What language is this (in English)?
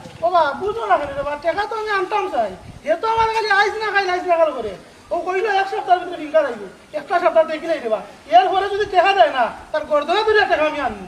Sylheti